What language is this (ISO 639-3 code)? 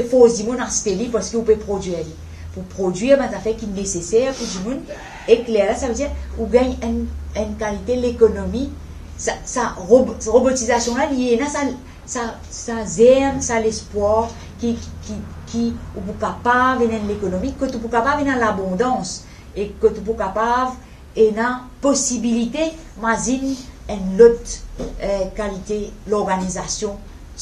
mfe